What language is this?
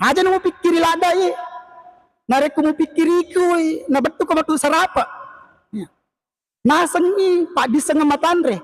Buginese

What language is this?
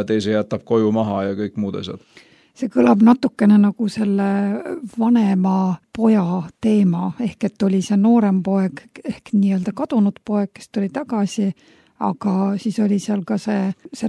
Estonian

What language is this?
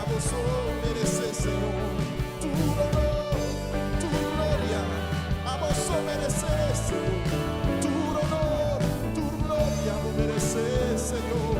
Papiamento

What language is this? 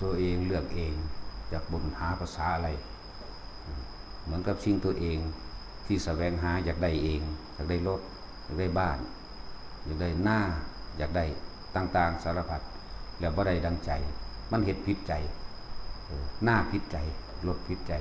Northeastern Thai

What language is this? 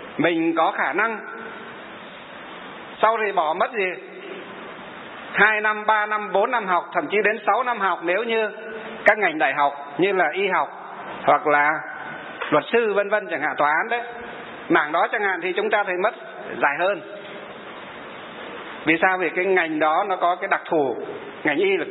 Vietnamese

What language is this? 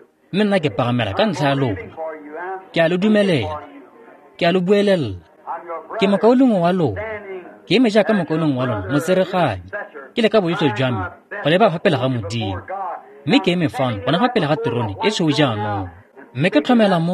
Tswana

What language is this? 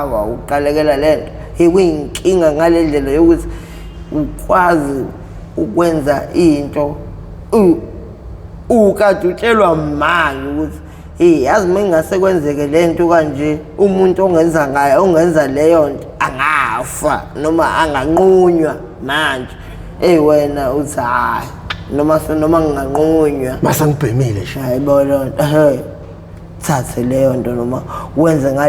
Zulu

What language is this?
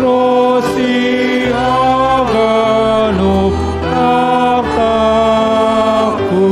Batak Simalungun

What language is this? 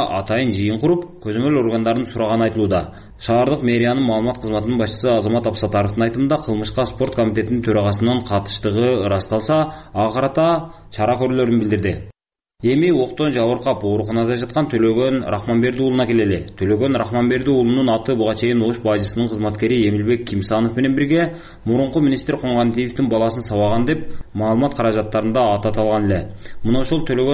Kyrgyz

